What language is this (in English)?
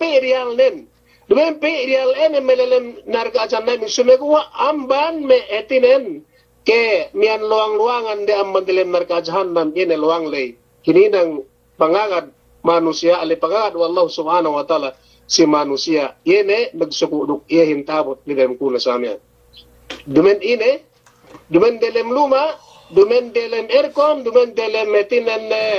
Yakan